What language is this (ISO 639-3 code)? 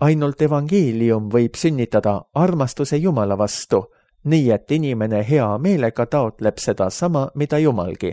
est